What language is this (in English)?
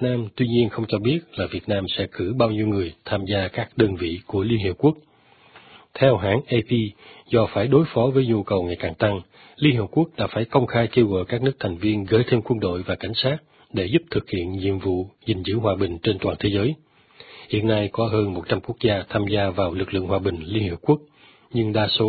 Vietnamese